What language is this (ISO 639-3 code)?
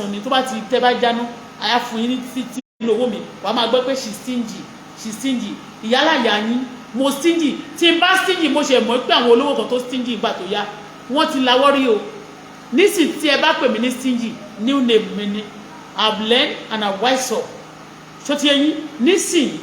yor